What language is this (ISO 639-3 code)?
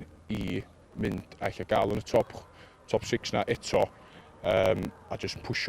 cym